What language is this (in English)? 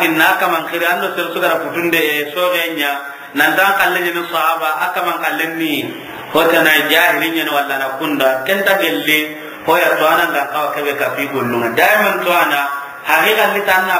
Soninke